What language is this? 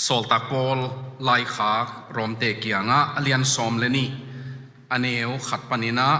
Tedim Chin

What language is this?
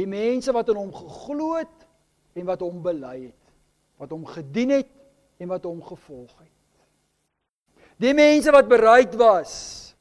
Afrikaans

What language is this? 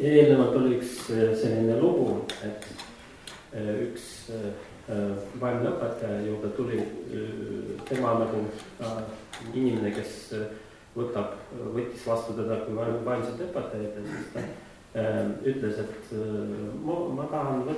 Estonian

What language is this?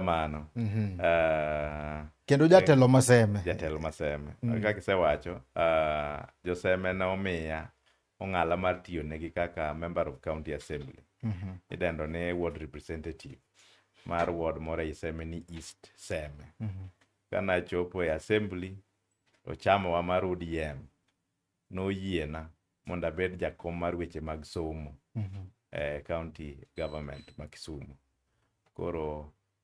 Luo (Kenya and Tanzania)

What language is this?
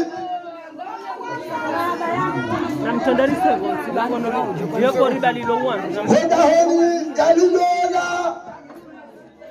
Swahili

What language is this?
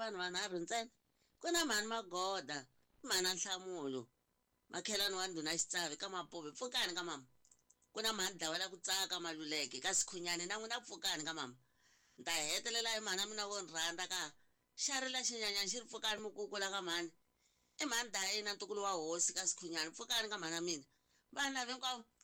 Tsonga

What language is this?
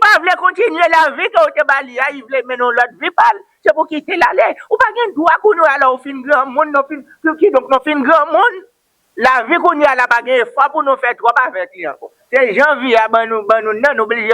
Haitian Creole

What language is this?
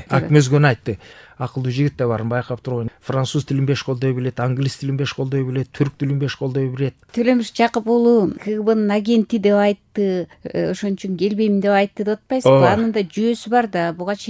Kyrgyz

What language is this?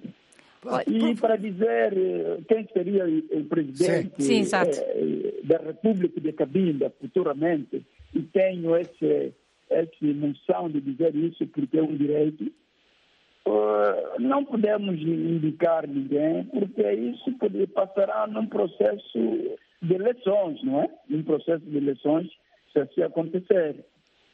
Portuguese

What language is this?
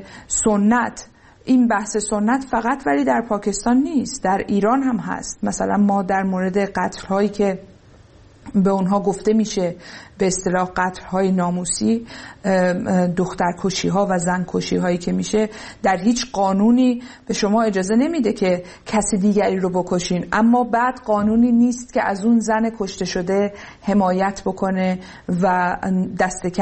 Persian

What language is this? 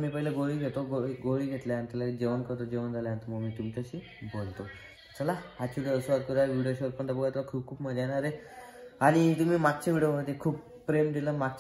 Marathi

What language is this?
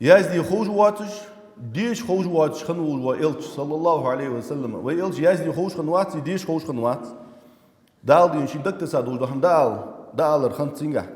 Ingush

